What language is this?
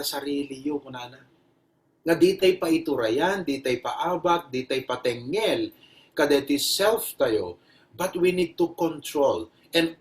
Iloko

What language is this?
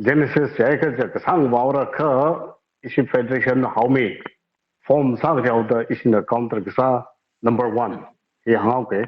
Tangkhul Naga (India)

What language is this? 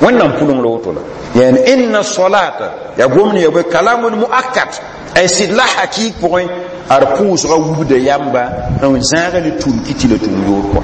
Mossi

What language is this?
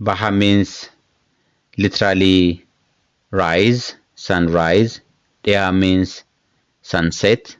English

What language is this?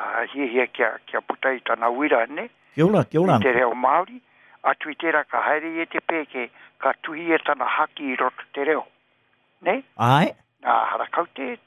Māori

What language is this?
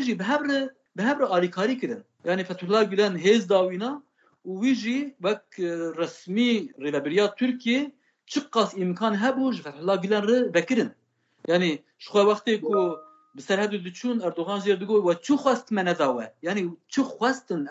Kurdish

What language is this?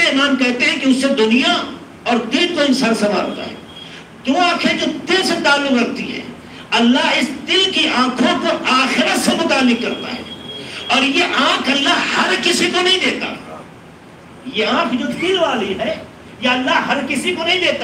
Urdu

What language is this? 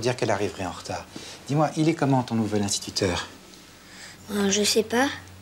French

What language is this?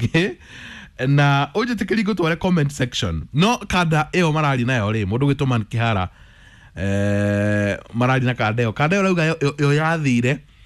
Kikuyu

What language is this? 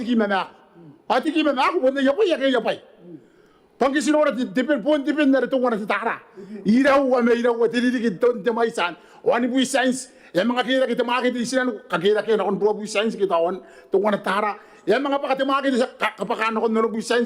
Gilbertese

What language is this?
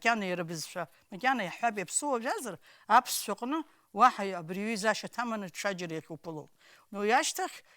Abkhazian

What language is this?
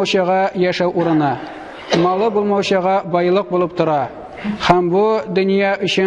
Tatar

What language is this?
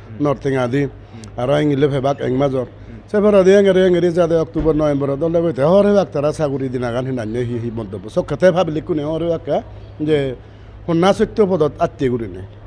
Chakma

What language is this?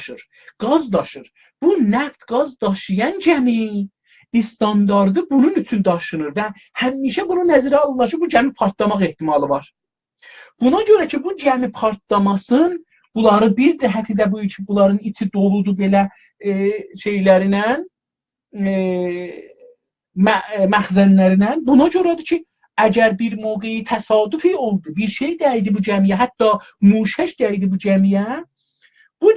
South Azerbaijani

